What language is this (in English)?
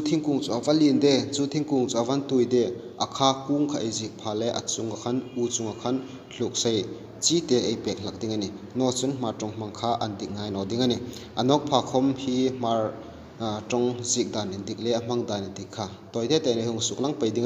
Hmar